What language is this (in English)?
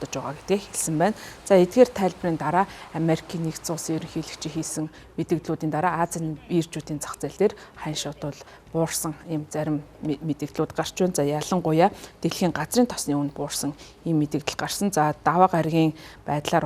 Mongolian